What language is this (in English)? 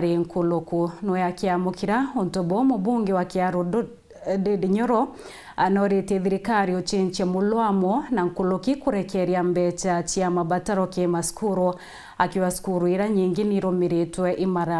Meru